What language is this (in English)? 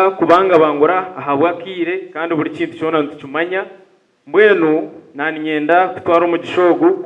Nyankole